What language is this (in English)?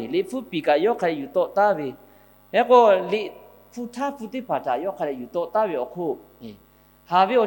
Lahu